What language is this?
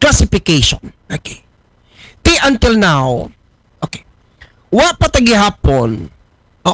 Aklanon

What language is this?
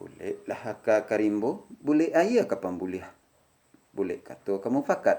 Minangkabau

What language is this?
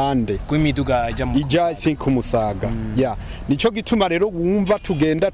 Rundi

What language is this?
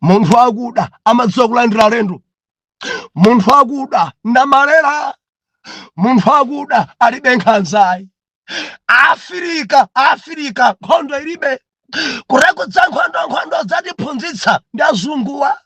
Nyanja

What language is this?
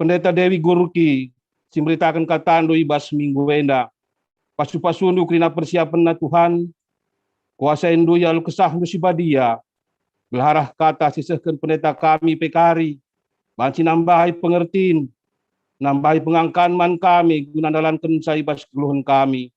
Batak Karo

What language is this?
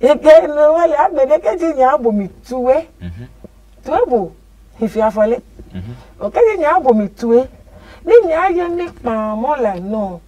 Adangme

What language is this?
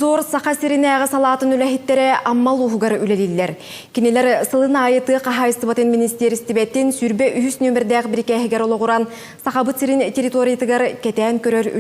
Yakut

